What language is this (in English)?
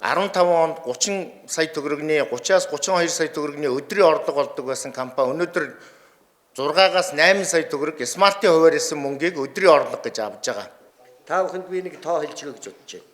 Mongolian